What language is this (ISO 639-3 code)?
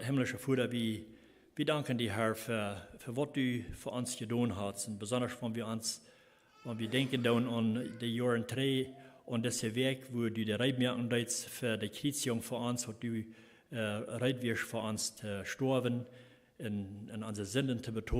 pdt